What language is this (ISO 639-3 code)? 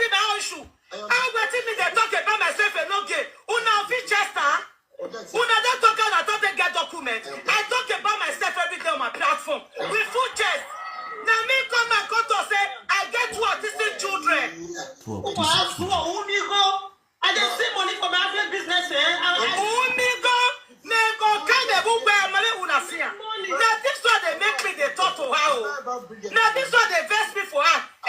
pcm